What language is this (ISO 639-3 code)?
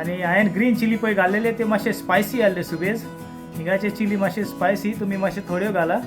kok